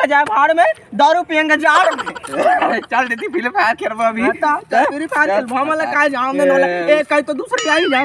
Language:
Chhattisgarhi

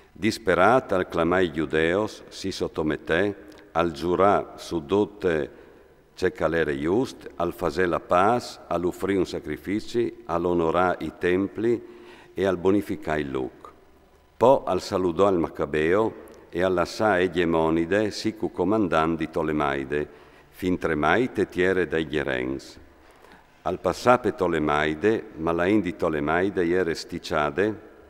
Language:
Friulian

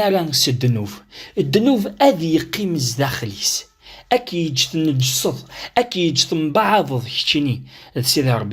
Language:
Kabyle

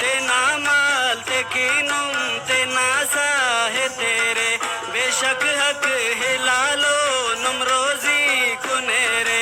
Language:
Brahui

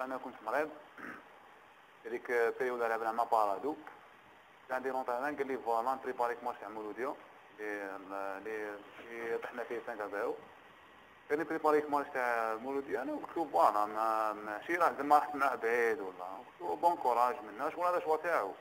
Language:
Algerian Arabic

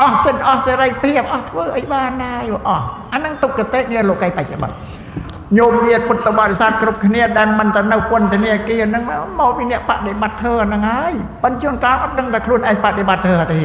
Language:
Khmer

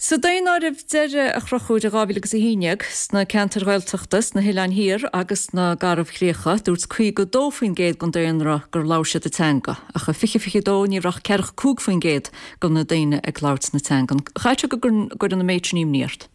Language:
Irish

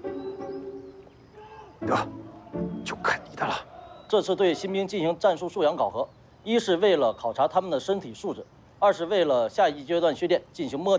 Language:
Chinese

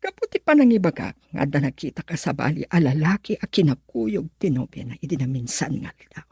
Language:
Iloko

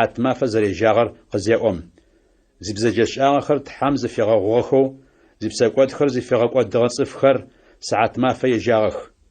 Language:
Adyghe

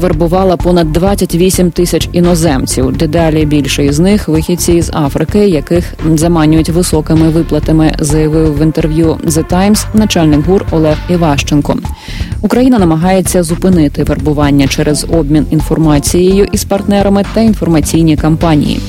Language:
Ukrainian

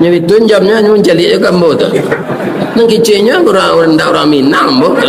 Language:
Minangkabau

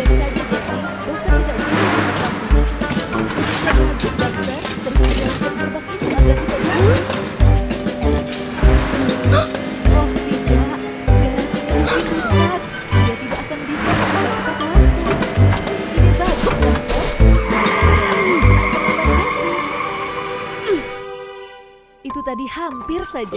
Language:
Indonesian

